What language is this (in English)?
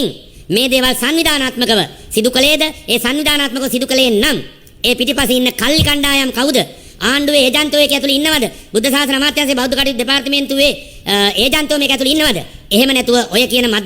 Sinhala